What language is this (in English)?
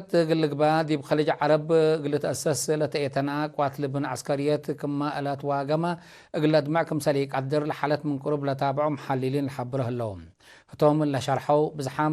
Tigre